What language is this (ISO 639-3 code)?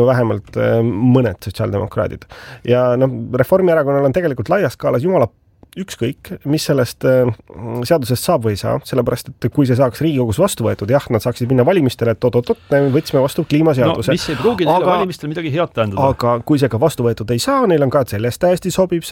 est